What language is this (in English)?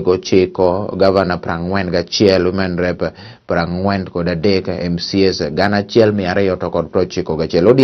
Luo (Kenya and Tanzania)